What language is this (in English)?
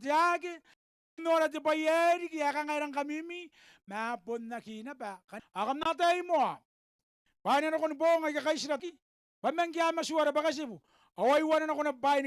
Gilbertese